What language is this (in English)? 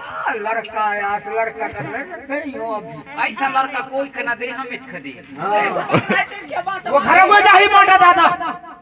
Chhattisgarhi